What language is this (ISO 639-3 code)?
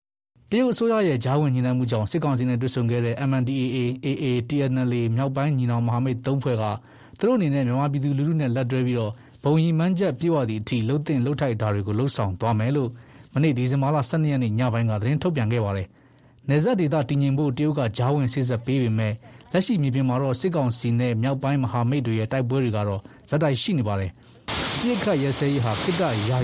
mya